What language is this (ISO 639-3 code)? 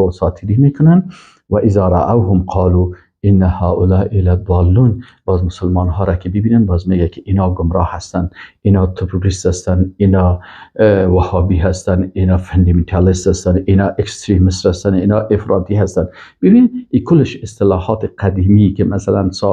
fas